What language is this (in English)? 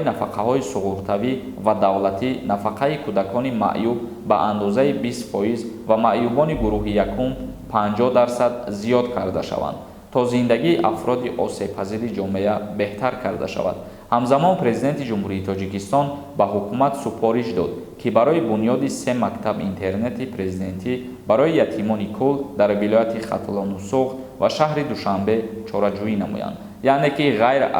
Tajik